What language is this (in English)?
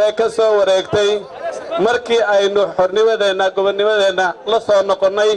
Somali